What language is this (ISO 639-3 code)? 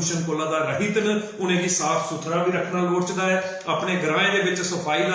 doi